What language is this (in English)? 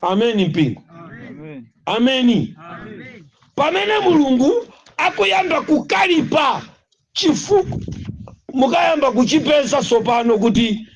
Nyanja